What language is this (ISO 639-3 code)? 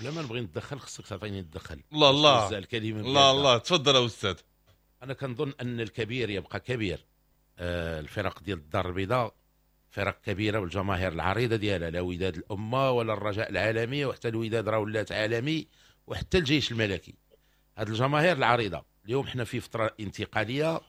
ary